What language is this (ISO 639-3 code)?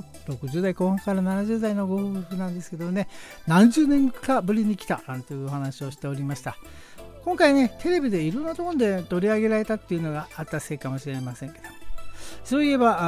jpn